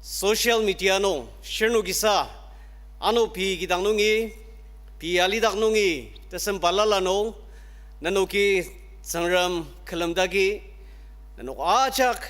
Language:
Ao Naga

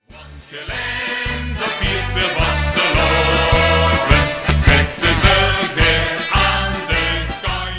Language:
Limburgish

